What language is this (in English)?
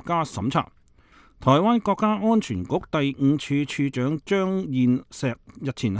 Cantonese